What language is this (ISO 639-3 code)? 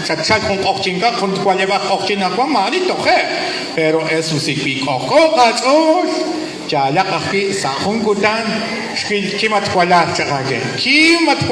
kek